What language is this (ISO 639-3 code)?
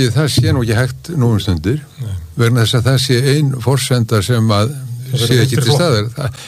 isl